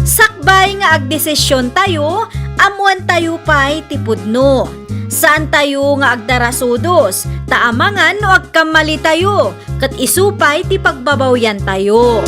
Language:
Iloko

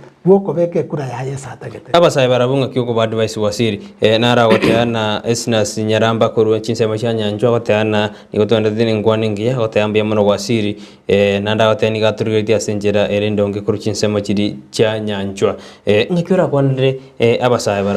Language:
Gusii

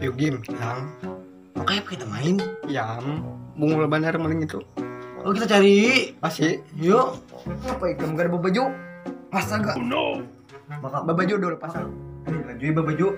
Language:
Banjar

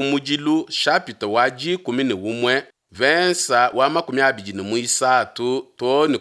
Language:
Luba-Lulua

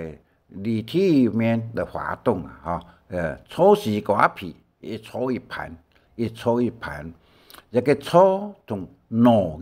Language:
Hakka Chinese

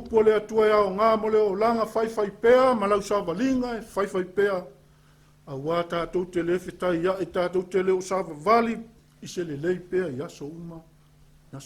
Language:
Samoan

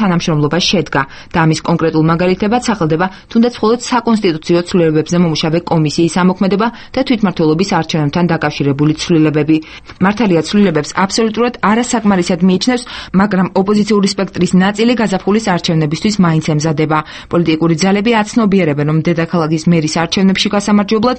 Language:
Georgian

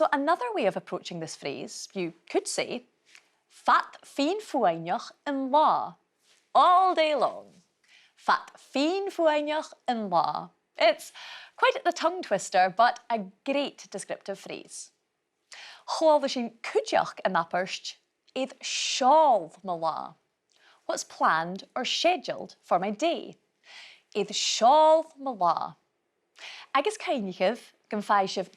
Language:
Scottish Gaelic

